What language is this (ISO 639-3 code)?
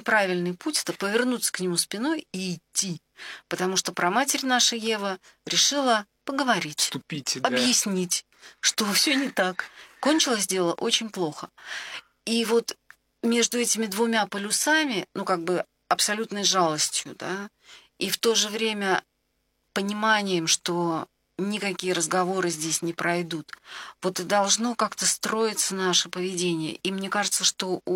rus